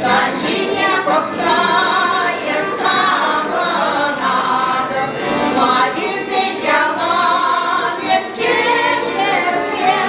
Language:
Chuvash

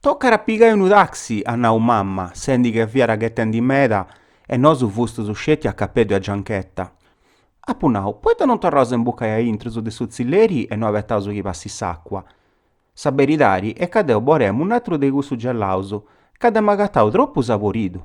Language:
Sardinian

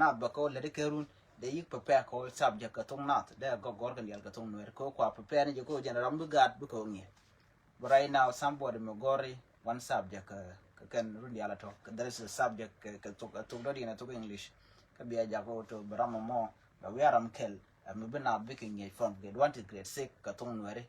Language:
Nuer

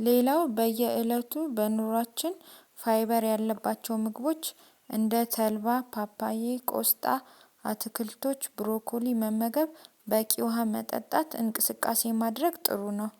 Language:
Amharic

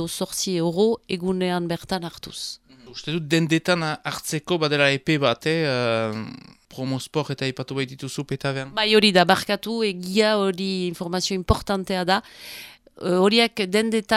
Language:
Basque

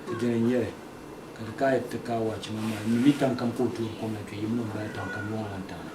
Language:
Dagbani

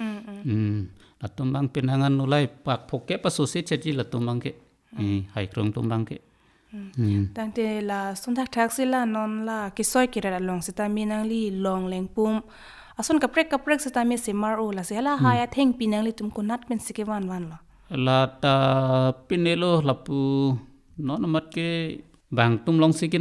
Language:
Karbi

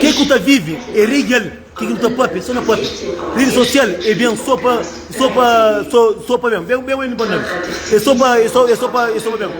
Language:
Kabuverdianu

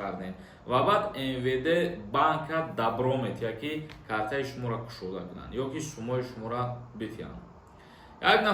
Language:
Tajik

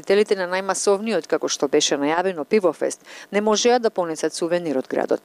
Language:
Macedonian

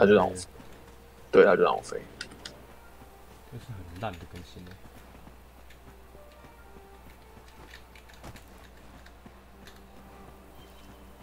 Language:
Chinese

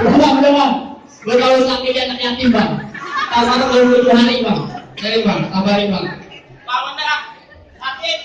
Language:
Betawi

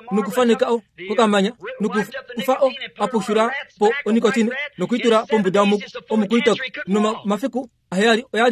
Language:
Kuanyama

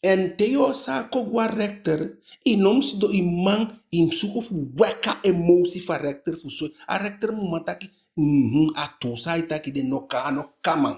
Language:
Eastern Maroon Creole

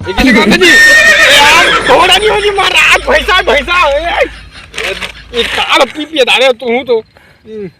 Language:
Chhattisgarhi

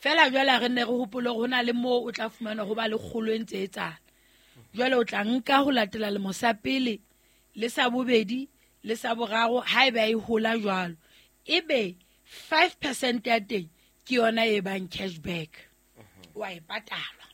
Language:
Southern Sotho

